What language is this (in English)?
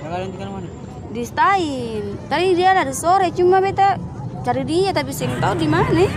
Ambonese Malay